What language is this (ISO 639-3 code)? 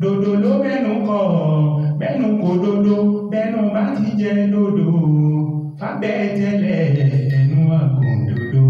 yor